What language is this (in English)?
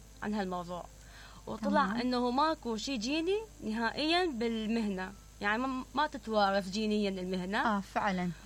Mesopotamian Arabic